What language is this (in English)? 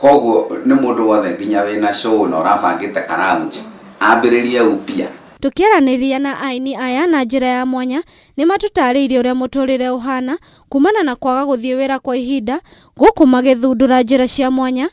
Kikuyu